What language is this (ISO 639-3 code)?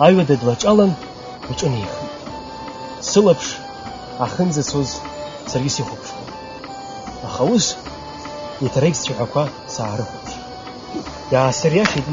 abk